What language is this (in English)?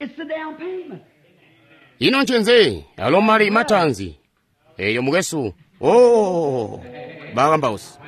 Tonga (Zambia)